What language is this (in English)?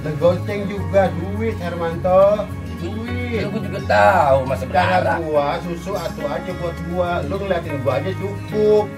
Betawi